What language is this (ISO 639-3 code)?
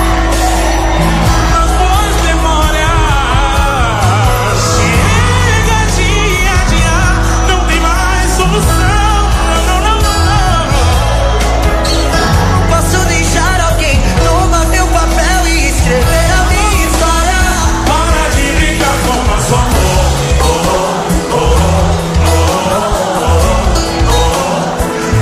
por